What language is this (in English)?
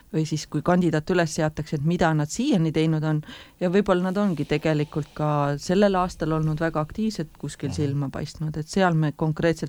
Estonian